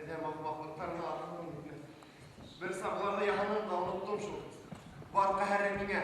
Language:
Bashkir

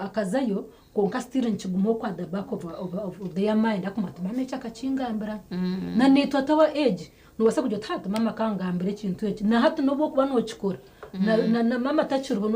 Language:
Nyankole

